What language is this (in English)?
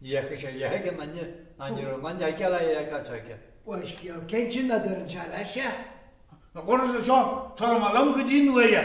Irish